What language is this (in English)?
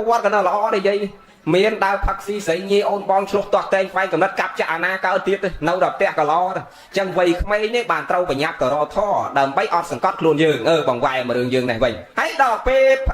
Khmer